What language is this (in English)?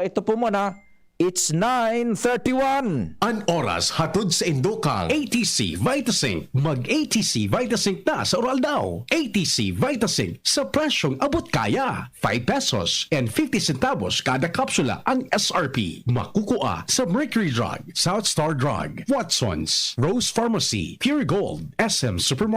Bikol